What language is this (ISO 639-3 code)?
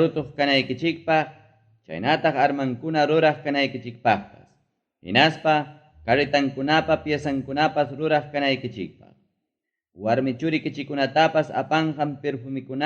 quy